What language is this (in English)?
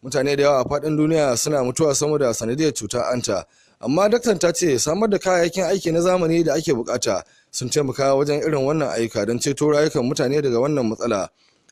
Hausa